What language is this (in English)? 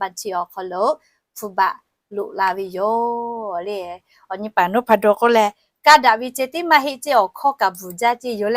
Lahu